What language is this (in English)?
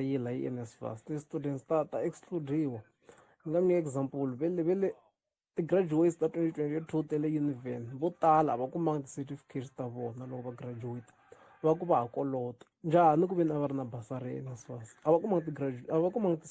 Tsonga